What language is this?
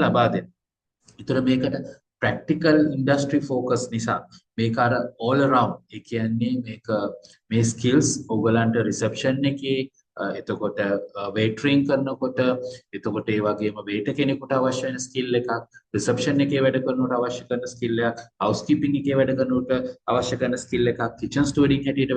Sinhala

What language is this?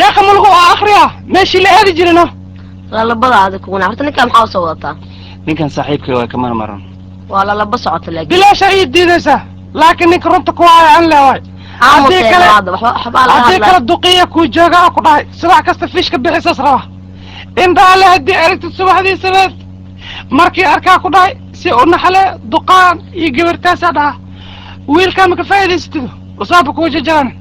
Somali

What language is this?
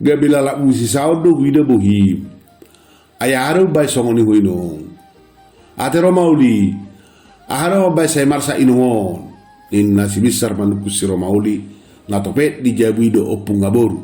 Batak Toba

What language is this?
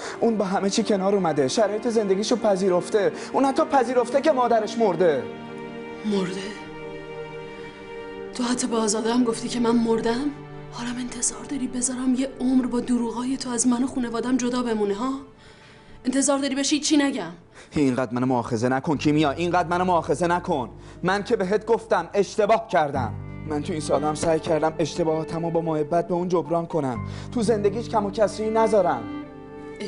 Persian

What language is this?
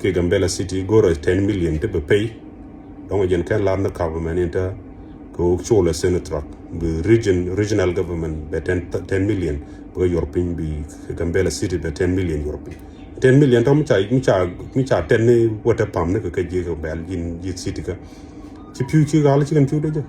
Nuer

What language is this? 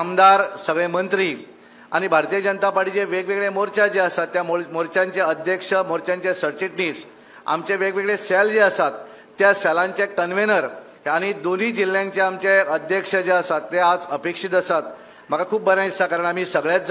Konkani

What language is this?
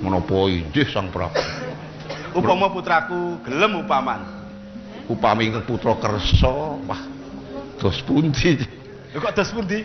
Javanese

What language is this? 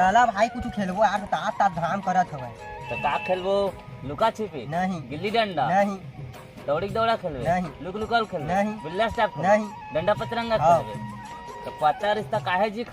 Chhattisgarhi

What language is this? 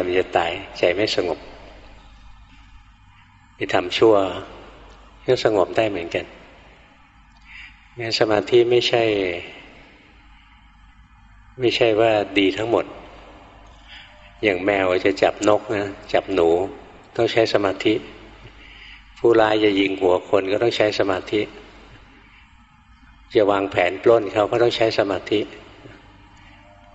Thai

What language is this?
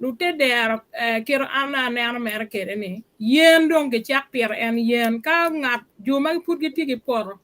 Acoli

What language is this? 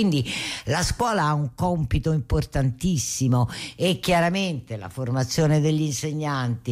Italian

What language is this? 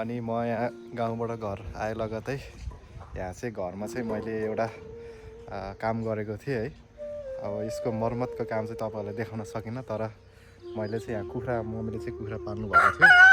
Nepali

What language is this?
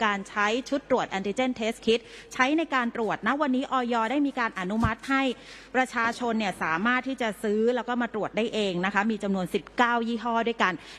Thai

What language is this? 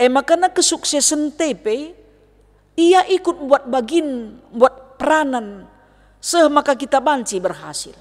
Batak Karo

